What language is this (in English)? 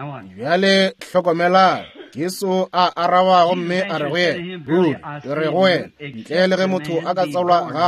Northern Sotho